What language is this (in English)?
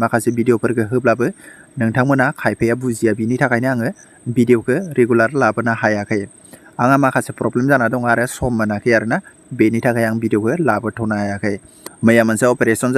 Bodo